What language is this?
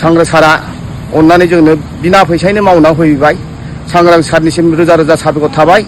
Bodo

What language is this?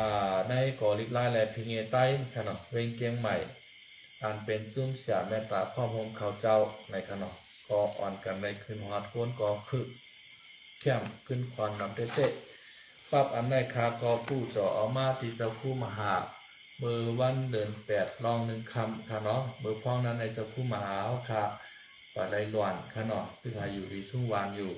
Shan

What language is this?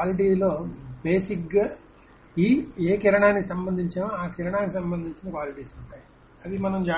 Telugu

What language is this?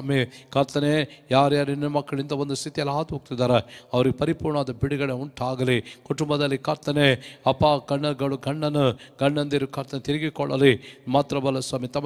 Kannada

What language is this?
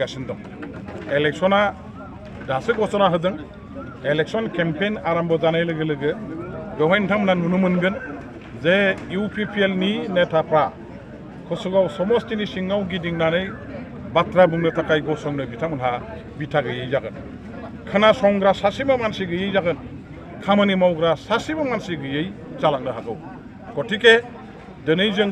Bodo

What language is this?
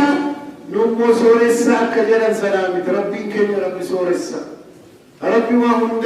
Oromo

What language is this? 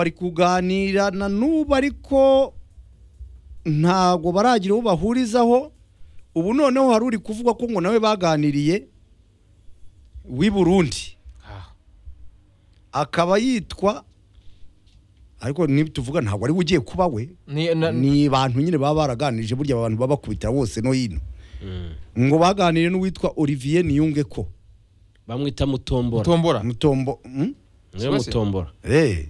Kinyarwanda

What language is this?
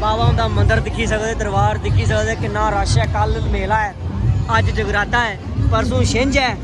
Dogri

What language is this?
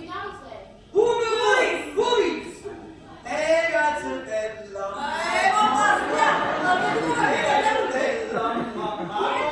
Neapolitan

